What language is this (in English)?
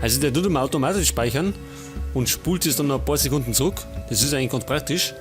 Bavarian